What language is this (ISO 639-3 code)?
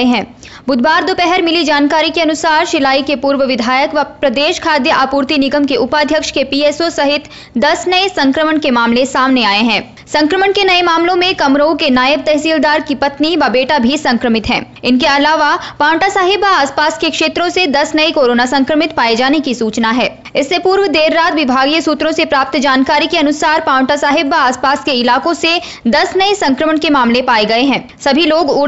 hin